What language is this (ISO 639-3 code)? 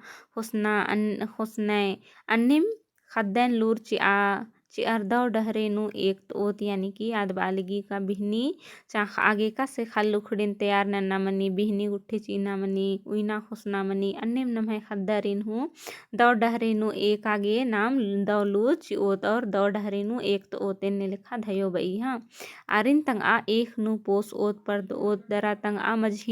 kru